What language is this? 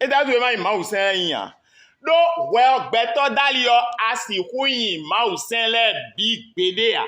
Fon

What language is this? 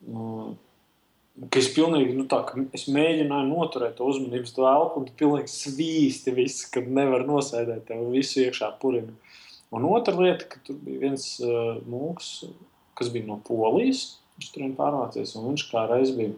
Latvian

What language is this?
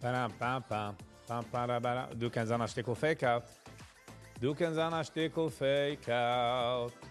Yiddish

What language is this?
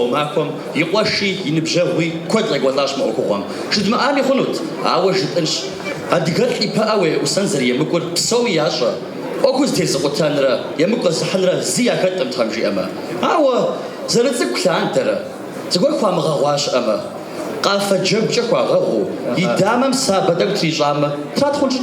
Kabardian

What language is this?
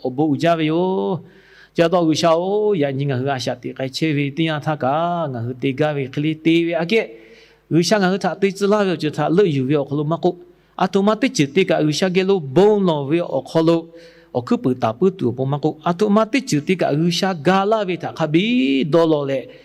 Lahu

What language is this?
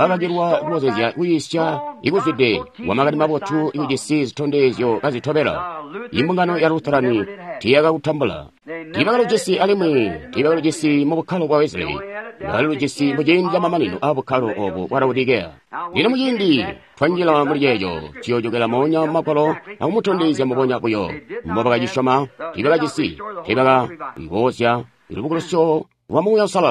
Tonga (Zambia)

